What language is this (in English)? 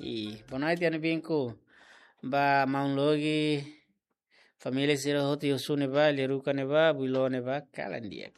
Tetum